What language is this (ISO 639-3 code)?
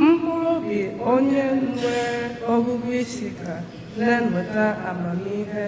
ibo